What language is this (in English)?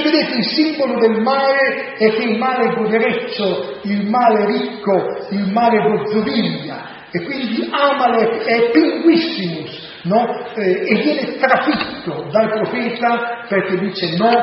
Italian